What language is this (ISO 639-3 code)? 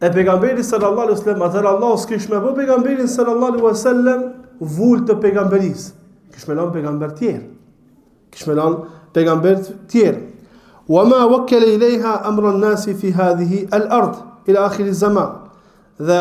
sqi